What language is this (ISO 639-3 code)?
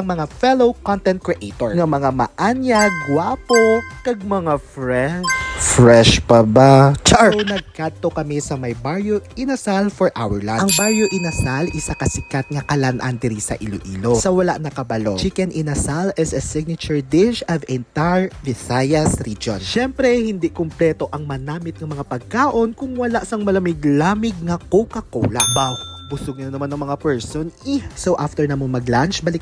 hil